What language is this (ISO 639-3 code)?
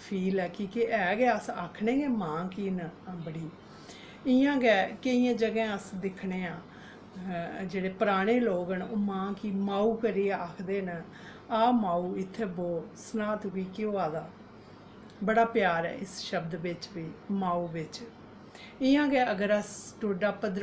doi